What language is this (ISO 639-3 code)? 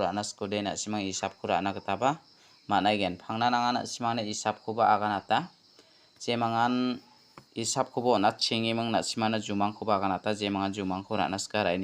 grt